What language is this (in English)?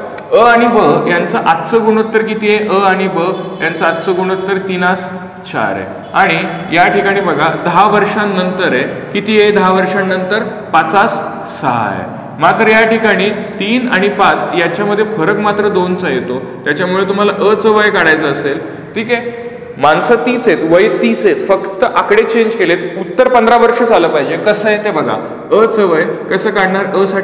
Marathi